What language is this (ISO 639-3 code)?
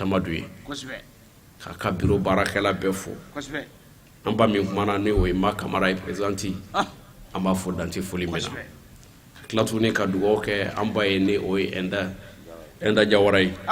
bam